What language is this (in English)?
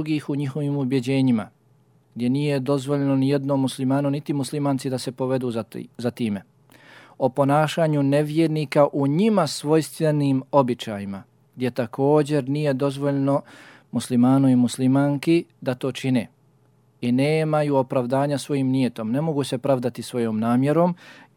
Bosnian